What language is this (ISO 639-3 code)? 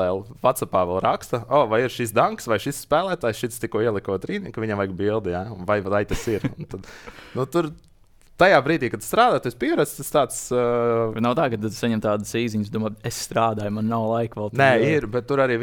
lav